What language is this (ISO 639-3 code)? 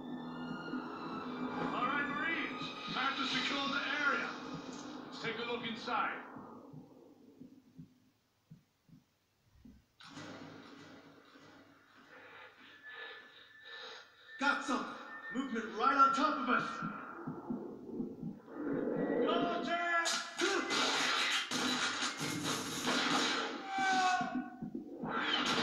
eng